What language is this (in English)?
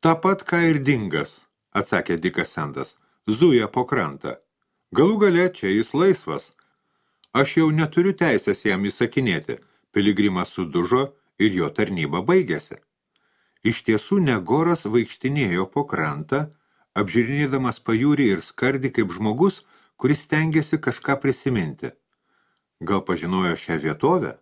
Lithuanian